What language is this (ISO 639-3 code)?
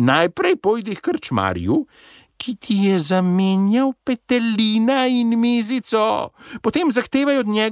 slv